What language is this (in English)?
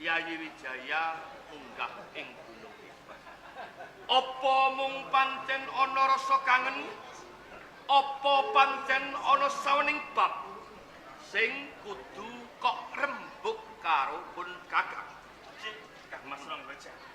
Javanese